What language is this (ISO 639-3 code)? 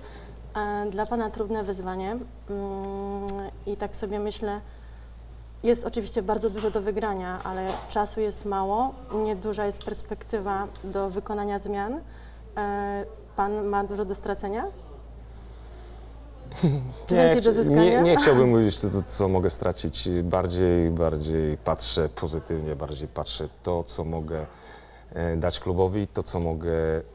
pol